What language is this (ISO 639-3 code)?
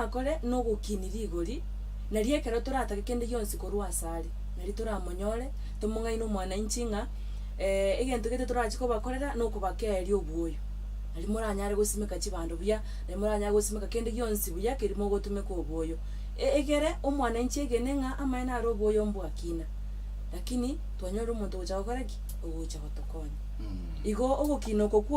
guz